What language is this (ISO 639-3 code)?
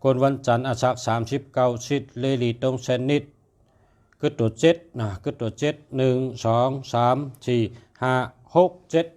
shn